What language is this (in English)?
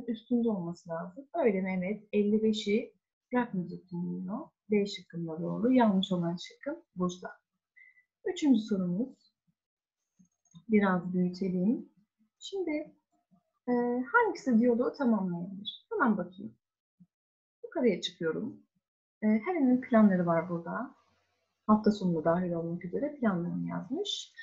Turkish